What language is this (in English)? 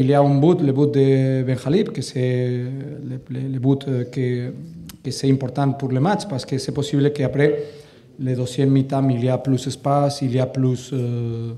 French